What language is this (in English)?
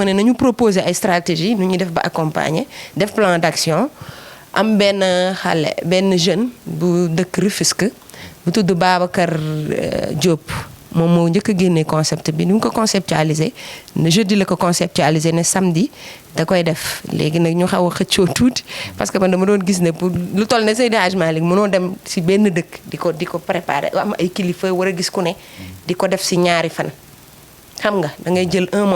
Wolof